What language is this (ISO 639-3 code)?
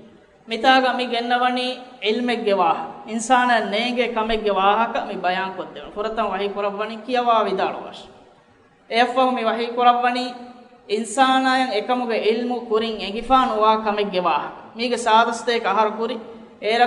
div